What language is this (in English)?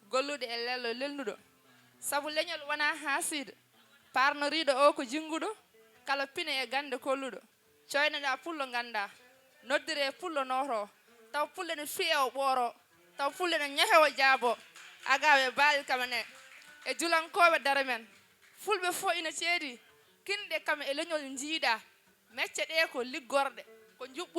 Fula